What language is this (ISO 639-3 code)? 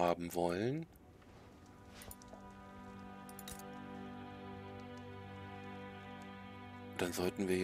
deu